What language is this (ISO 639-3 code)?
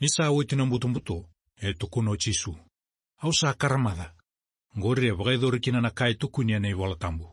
fij